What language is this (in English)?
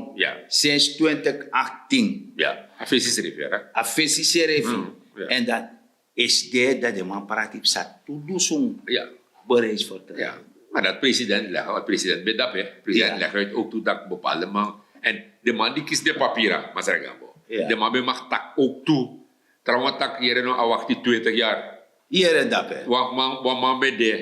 Sranan Tongo